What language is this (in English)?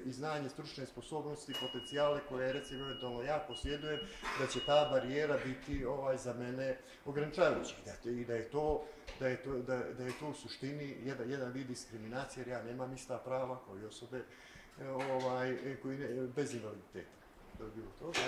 Bosnian